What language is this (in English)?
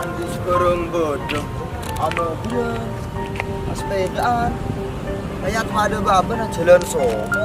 Madurese